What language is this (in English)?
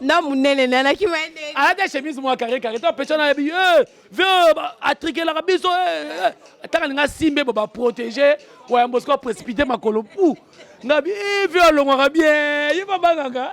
Lingala